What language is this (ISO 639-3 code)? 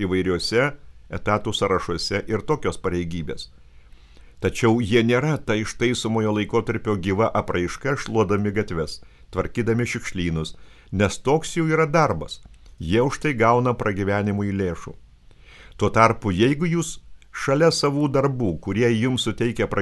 lit